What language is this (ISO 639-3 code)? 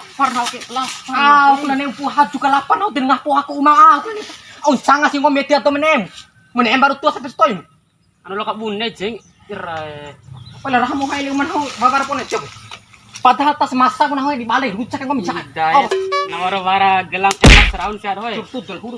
bhp